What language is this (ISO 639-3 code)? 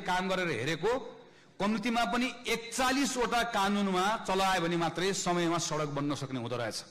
nep